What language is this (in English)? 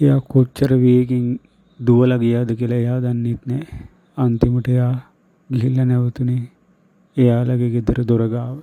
Sinhala